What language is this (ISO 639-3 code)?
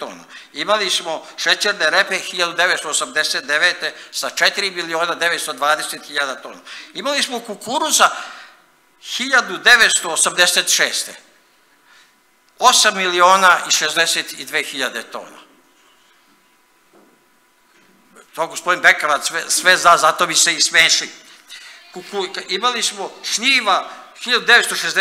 srp